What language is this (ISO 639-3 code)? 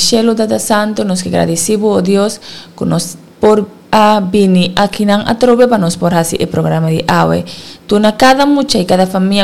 pap